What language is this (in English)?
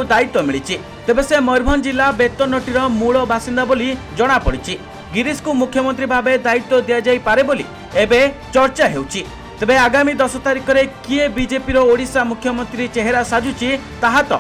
Odia